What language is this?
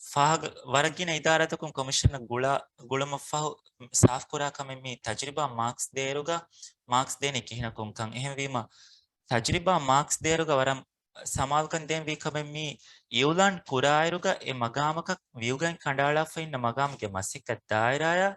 Divehi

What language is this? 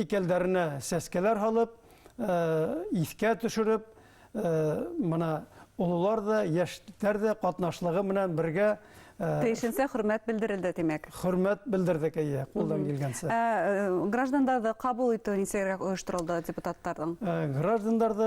Bashkir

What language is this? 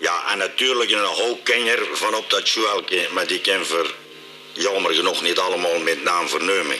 Limburgish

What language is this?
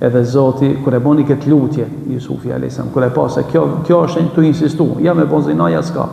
Albanian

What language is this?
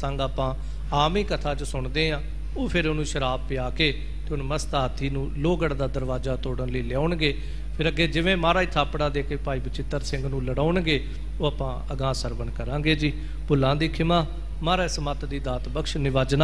Punjabi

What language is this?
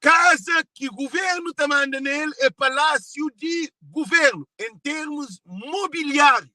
Kabuverdianu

